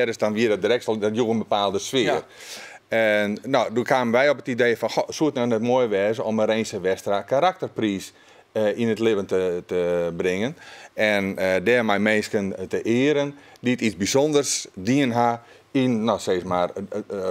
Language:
Western Frisian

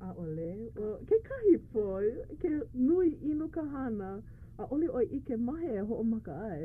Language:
Hawaiian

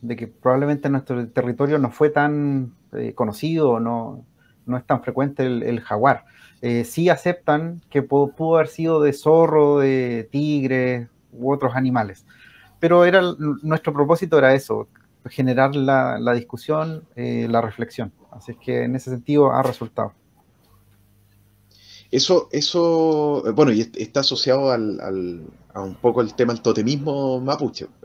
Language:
Spanish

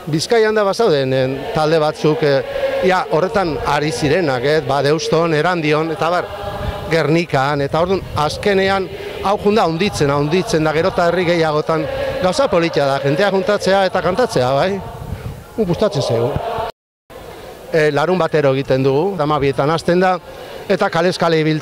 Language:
Basque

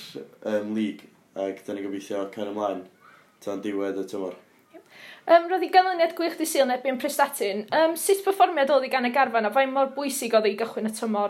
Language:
Welsh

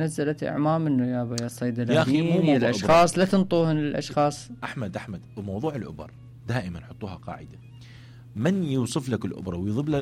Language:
Mesopotamian Arabic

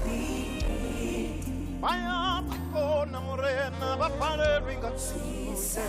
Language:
Venda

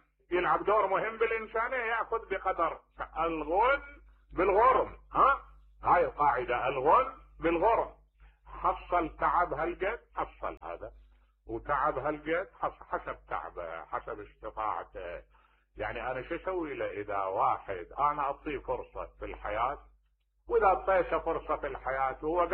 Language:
Mesopotamian Arabic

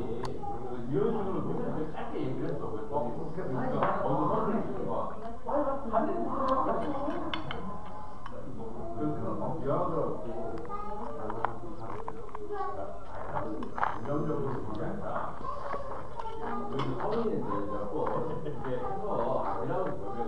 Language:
Korean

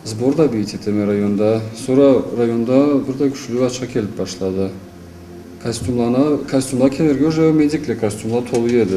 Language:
Karachay-Balkar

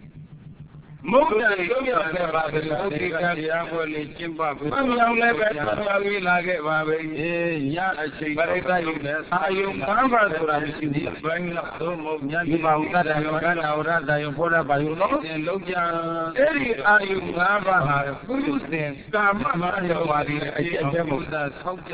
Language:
Burmese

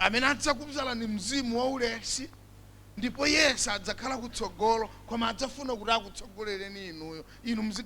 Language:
Nyanja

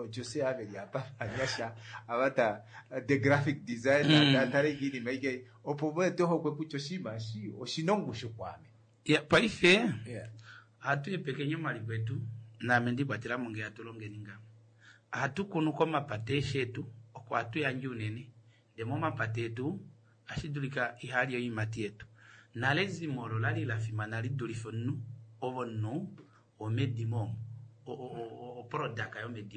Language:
Kuanyama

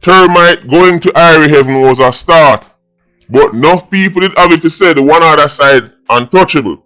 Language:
Jamaican Creole English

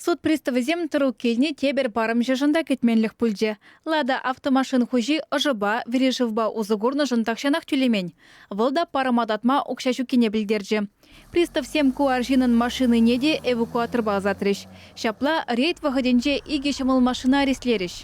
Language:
Chuvash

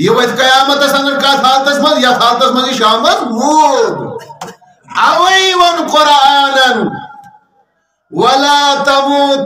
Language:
Kashmiri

